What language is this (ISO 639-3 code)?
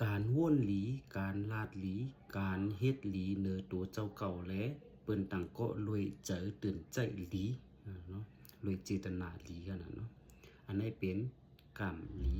shn